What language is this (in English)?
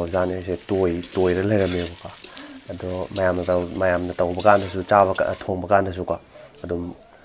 Manipuri